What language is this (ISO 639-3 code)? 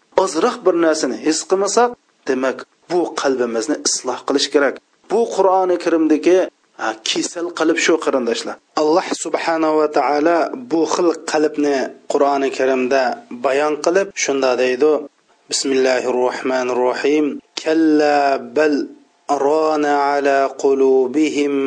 uig